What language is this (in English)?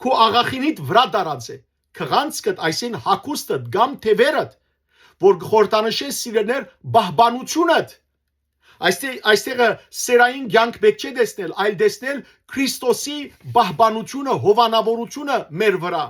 Western Armenian